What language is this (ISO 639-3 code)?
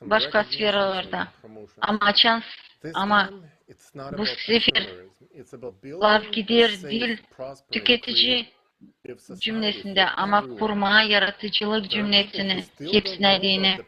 gag